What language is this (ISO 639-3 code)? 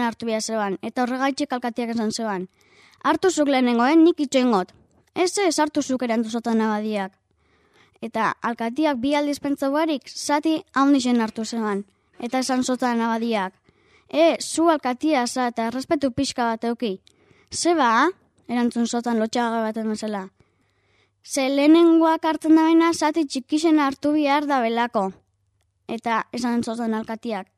eus